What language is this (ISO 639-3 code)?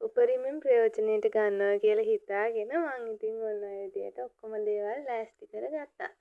sin